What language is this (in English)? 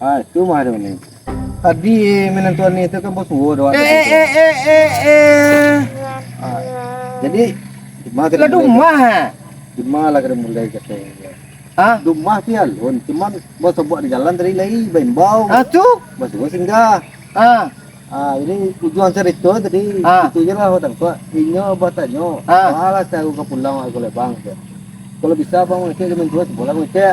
Minangkabau